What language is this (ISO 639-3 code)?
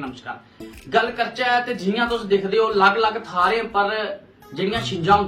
doi